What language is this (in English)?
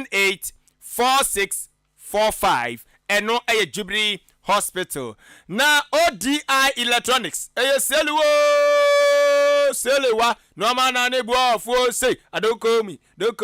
Akan